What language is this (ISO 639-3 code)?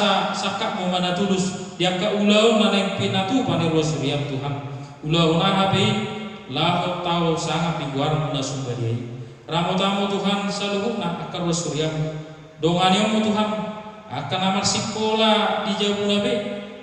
bbc